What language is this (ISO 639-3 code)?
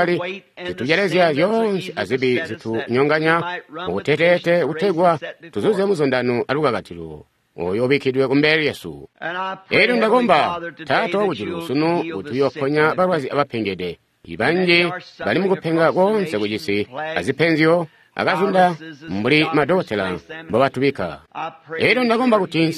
toi